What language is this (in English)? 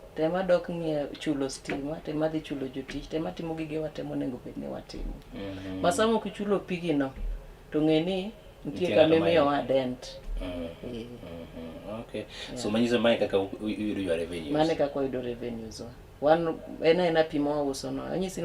Luo (Kenya and Tanzania)